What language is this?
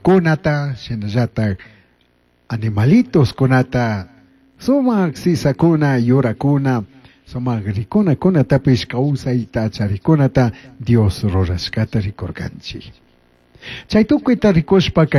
Chimborazo Highland Quichua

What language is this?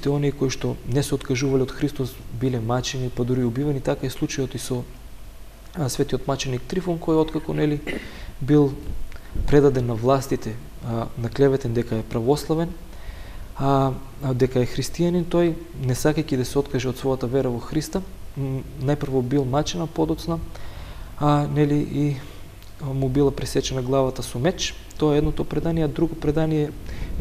Macedonian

